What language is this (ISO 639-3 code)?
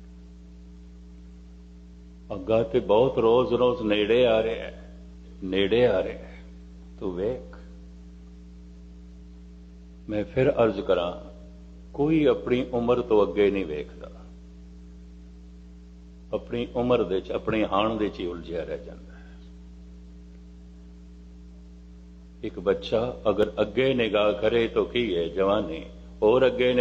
pan